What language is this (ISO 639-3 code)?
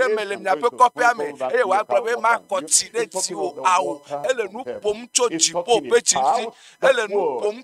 ewe